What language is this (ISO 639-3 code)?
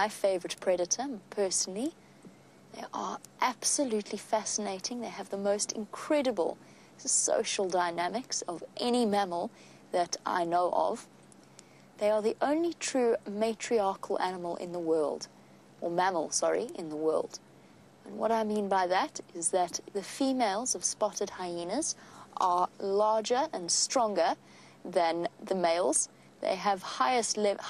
eng